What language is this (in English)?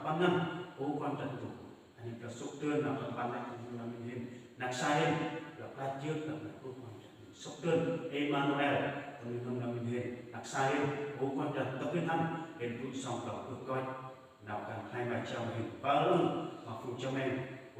Central Mnong